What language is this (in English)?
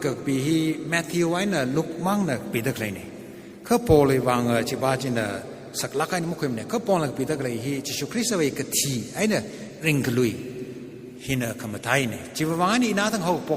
Tangkhul Naga (India)